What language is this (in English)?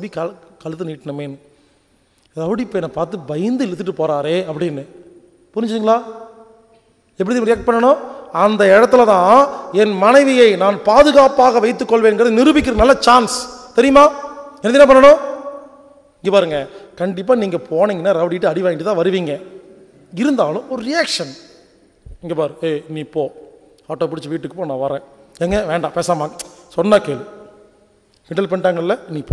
Tamil